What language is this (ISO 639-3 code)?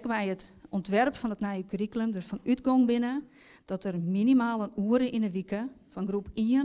fry